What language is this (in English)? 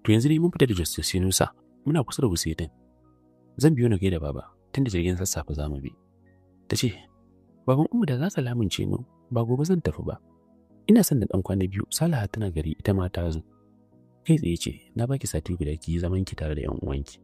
Hausa